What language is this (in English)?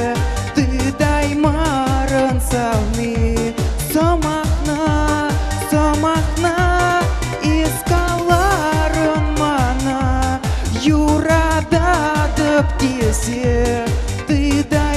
Chuvash